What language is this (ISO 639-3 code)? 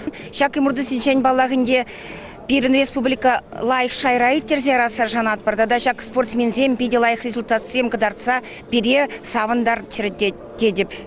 chv